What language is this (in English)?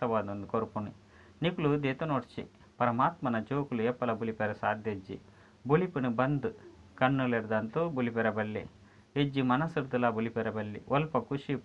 Tulu